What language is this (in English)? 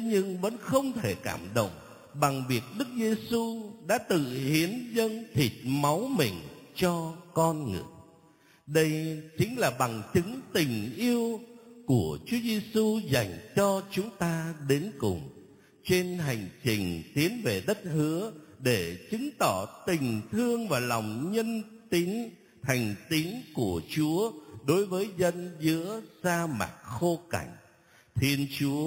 Vietnamese